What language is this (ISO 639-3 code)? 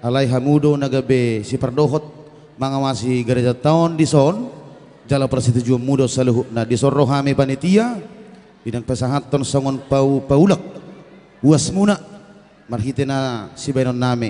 bts